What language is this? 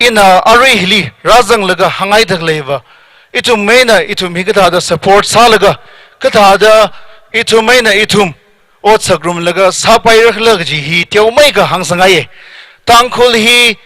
Tangkhul Naga (India)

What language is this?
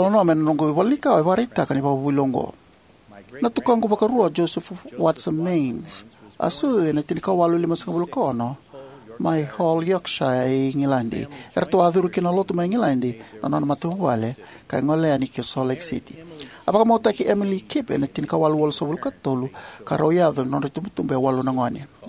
Fijian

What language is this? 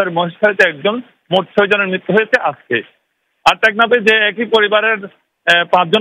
Bangla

